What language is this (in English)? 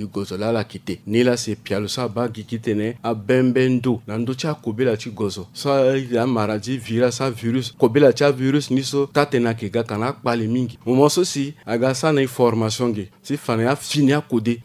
Sango